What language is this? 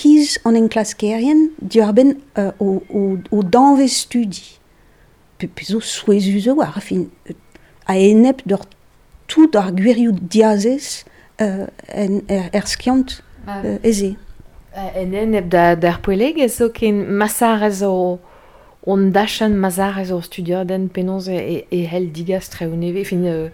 Breton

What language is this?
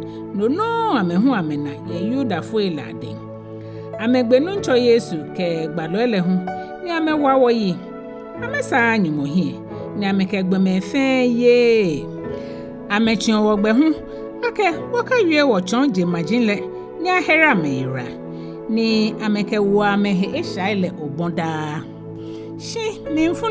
Ga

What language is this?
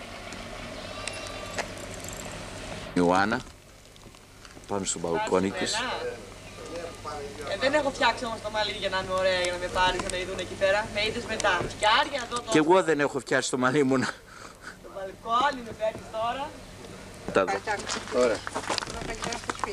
Greek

